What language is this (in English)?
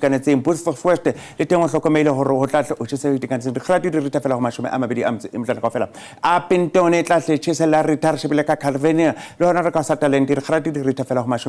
Southern Sotho